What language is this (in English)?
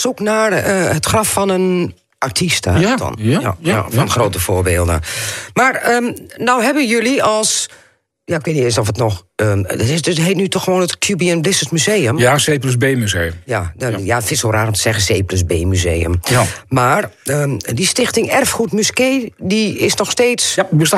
Dutch